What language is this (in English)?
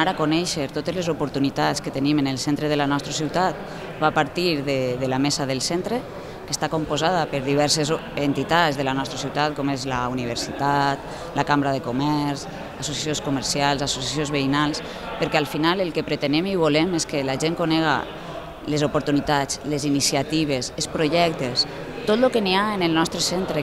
Catalan